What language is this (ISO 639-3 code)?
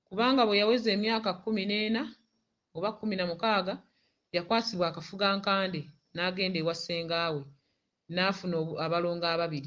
lug